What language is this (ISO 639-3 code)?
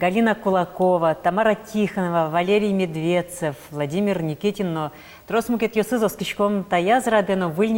udm